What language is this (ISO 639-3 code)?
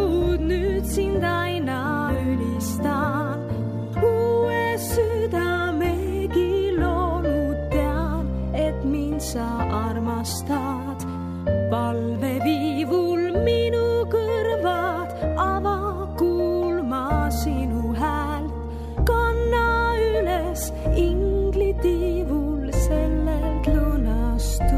est